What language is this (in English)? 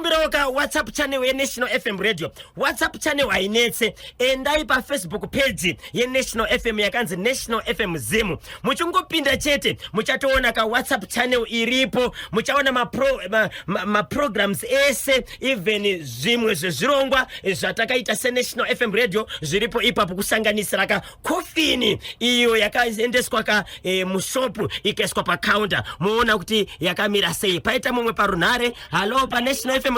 Shona